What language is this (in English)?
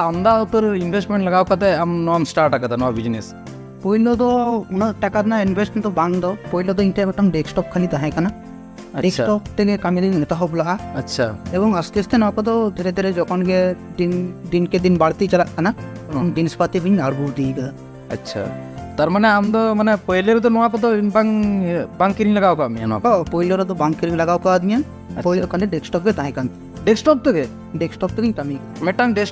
Santali